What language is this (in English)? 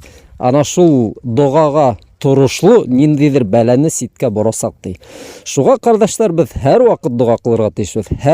Bashkir